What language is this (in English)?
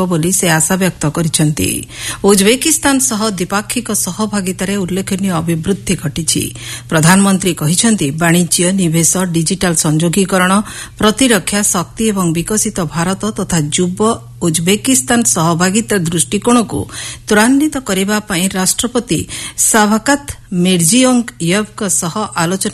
Odia